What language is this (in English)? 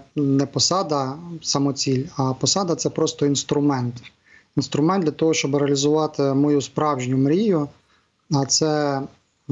Ukrainian